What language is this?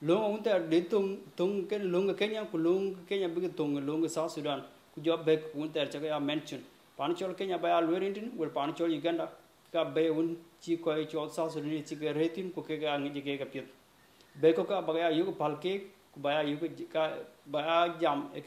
Dinka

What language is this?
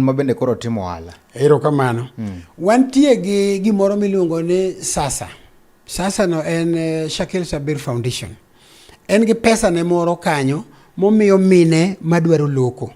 Luo (Kenya and Tanzania)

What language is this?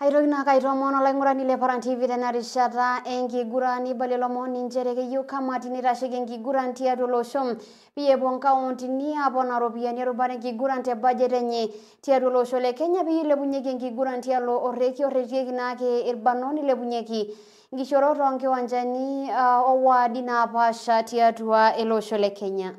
Masai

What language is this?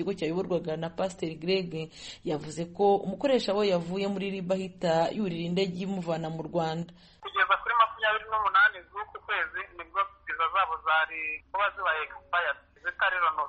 Kinyarwanda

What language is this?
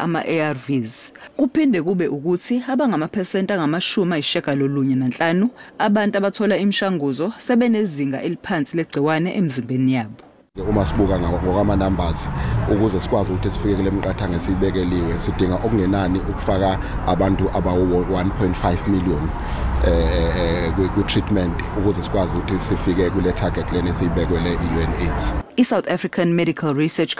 Zulu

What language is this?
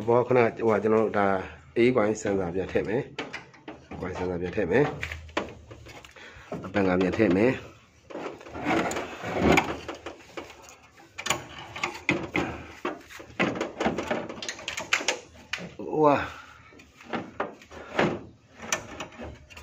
Burmese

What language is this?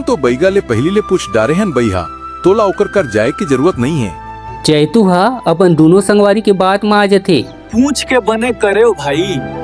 Chhattisgarhi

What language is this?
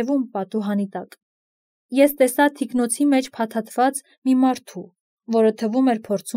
Armenian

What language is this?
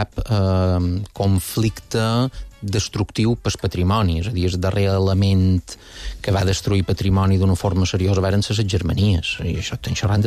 Catalan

